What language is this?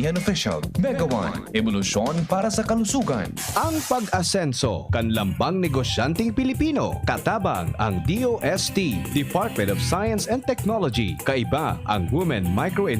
Bikol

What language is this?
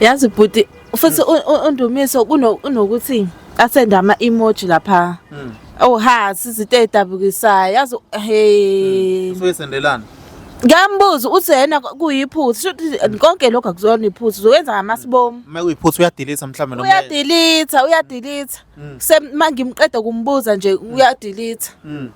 Zulu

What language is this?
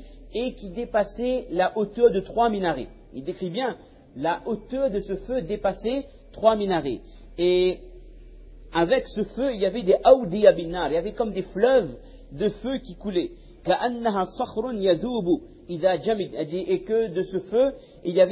French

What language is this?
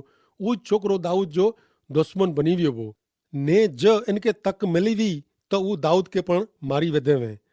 Kachhi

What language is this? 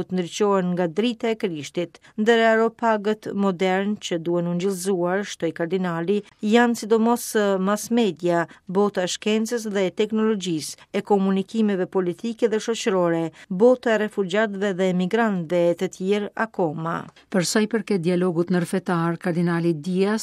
Albanian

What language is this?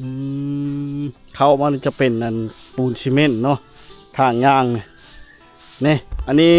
Lao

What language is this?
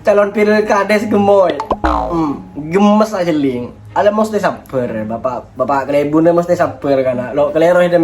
Madurese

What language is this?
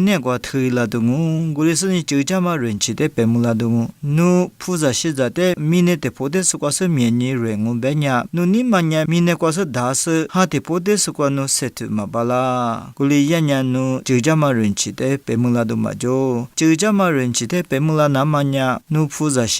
Lisu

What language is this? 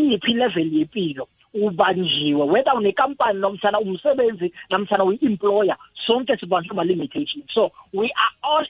South Ndebele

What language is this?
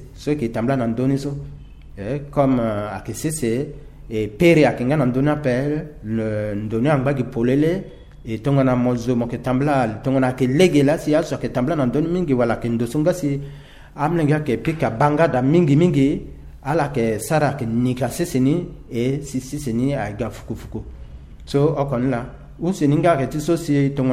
Sango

